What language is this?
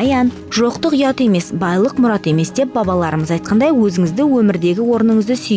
Kazakh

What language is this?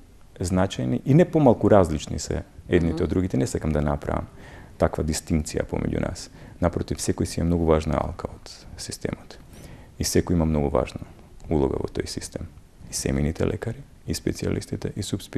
Macedonian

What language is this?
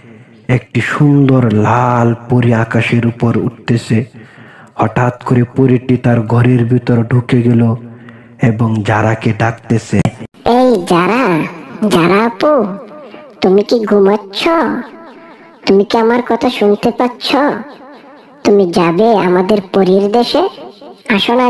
Bangla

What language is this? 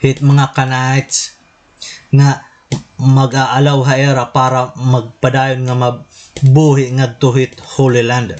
Waray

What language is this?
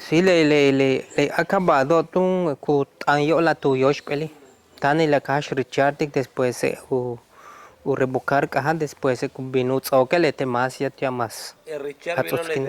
Yucateco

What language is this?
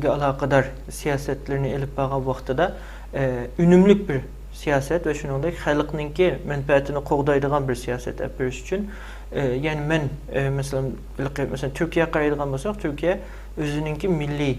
Uyghur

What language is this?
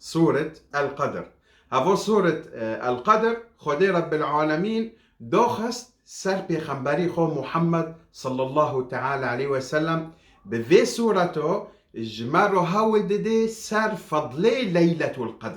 Kurdish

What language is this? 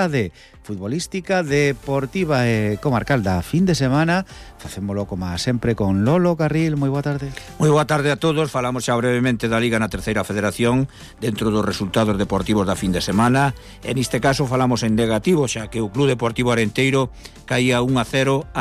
Galician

